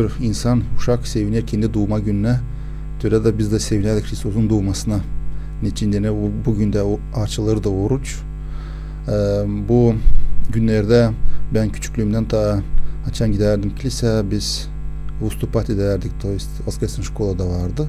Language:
Gagauz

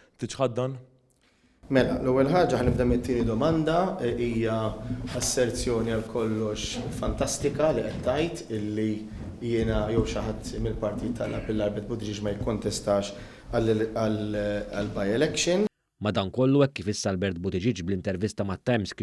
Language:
Maltese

